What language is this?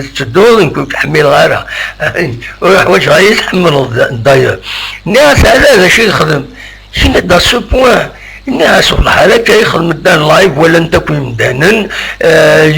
Kabyle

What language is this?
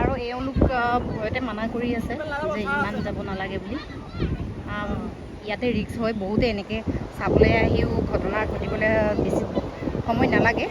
Assamese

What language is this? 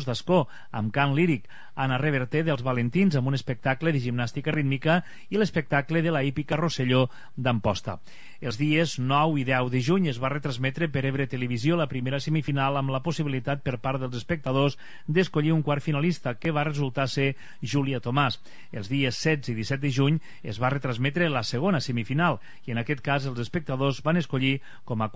Catalan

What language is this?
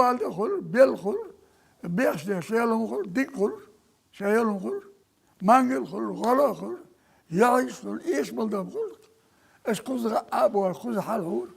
Chechen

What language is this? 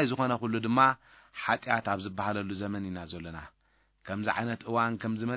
Tigrinya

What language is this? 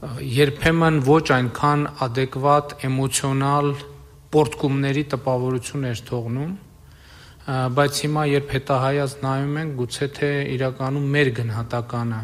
Armenian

